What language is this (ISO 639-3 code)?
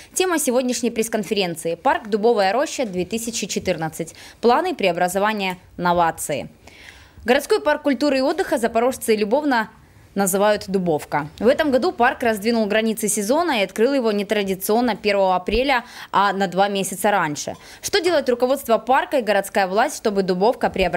rus